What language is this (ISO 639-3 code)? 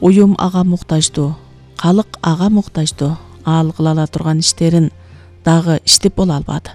kir